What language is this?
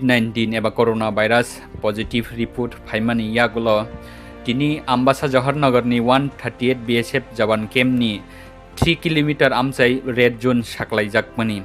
Kok Borok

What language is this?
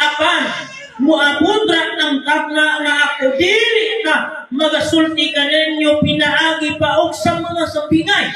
Cebuano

